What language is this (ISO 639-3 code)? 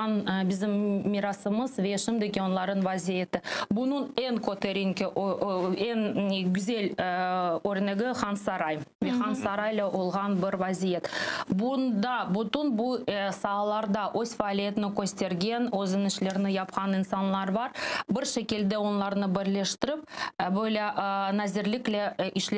crh